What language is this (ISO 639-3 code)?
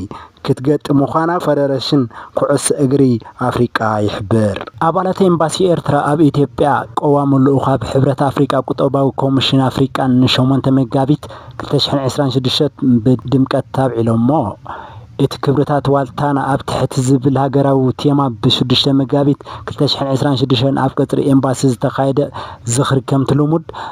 tir